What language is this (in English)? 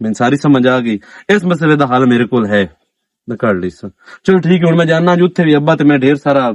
Western Panjabi